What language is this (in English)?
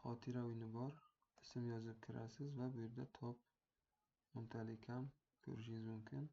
Uzbek